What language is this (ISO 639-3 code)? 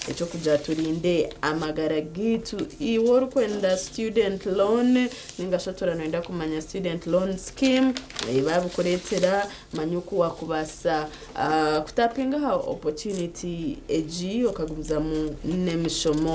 nyn